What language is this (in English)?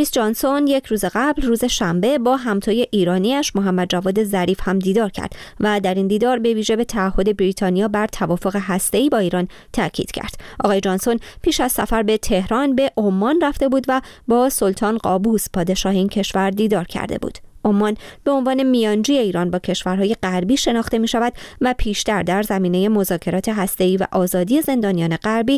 Persian